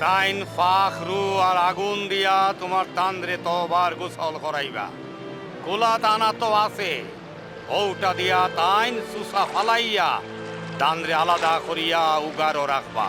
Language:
Sylheti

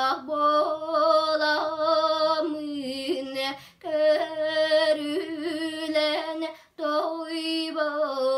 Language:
Yakut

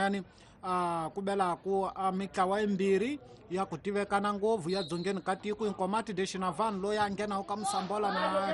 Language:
Tsonga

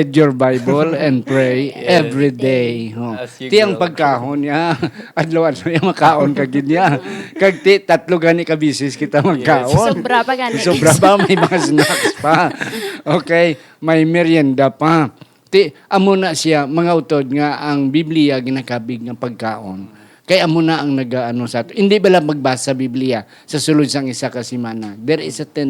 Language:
Hiligaynon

